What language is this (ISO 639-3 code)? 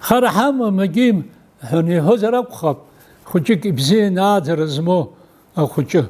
abk